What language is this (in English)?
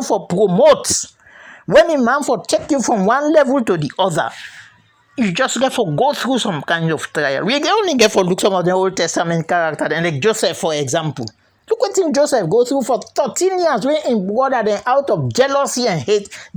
Krio